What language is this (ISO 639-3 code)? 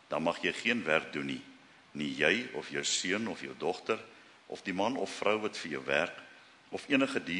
afr